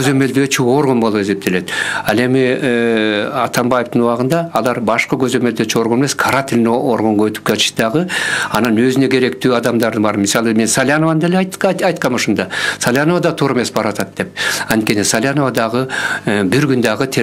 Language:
Kyrgyz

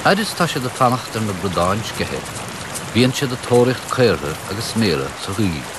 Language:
Irish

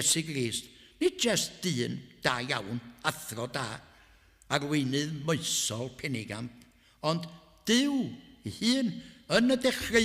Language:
Welsh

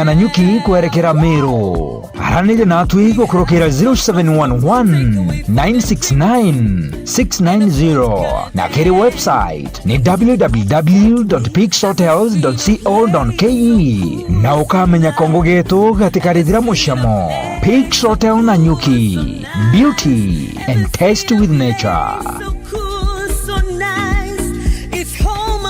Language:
Meru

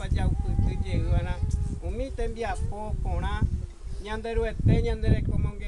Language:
Guarani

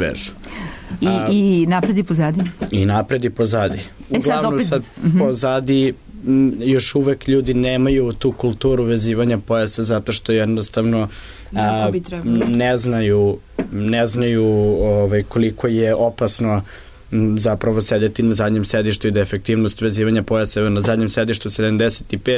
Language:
Serbian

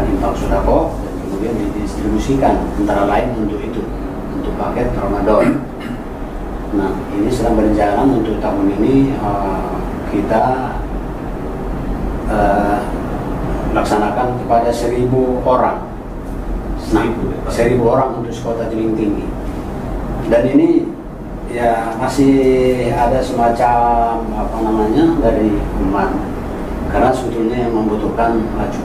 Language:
Indonesian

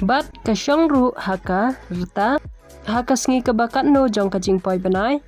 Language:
Khasi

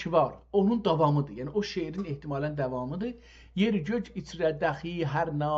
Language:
South Azerbaijani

